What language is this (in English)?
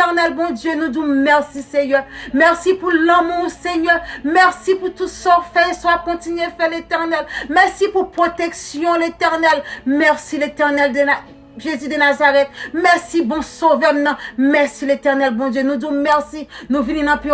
Haitian Creole